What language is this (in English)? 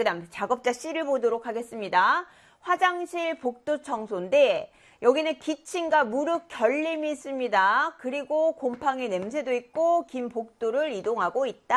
Korean